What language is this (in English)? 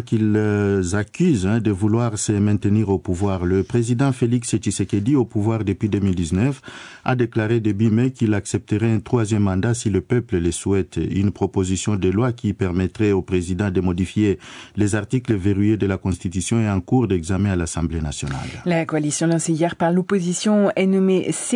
French